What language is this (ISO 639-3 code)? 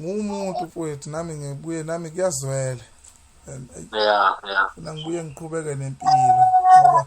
zul